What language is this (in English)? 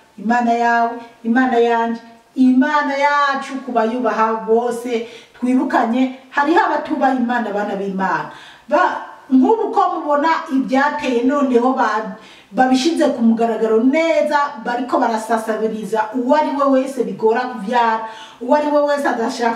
Rundi